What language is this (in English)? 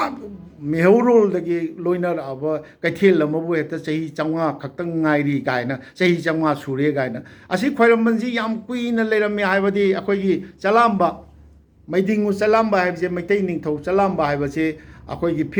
Manipuri